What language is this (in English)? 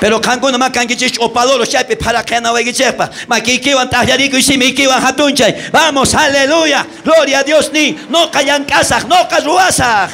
South Bolivian Quechua